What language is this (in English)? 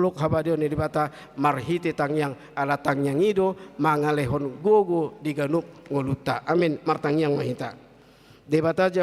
Batak Toba